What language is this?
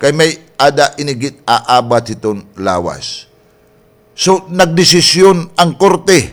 Waray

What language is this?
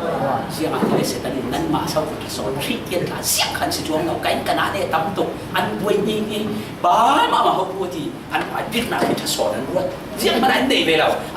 Falam Chin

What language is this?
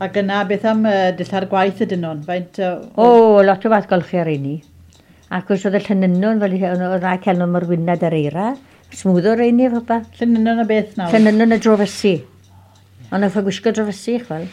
Welsh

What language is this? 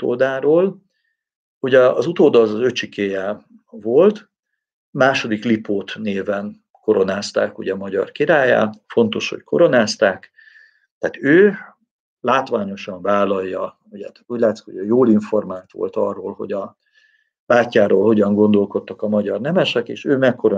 Hungarian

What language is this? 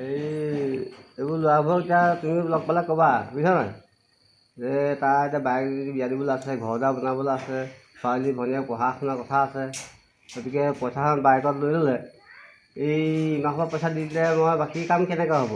Assamese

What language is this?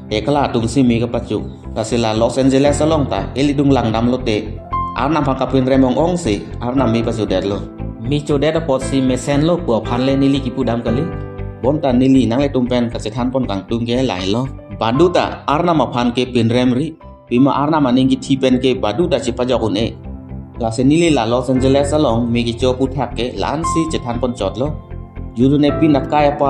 Karbi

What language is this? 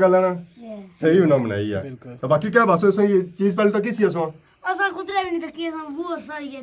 Pahari-Potwari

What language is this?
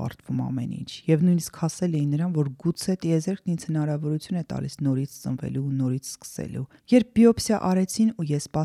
Armenian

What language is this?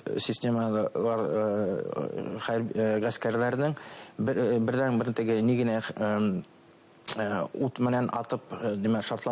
Bashkir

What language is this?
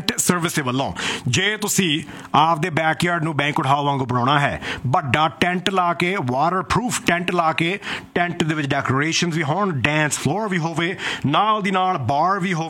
Punjabi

